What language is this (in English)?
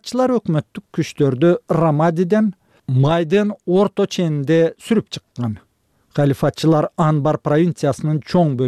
Kyrgyz